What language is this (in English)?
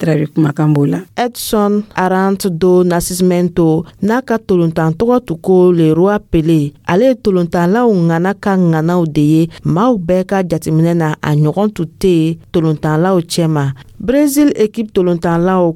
Dyula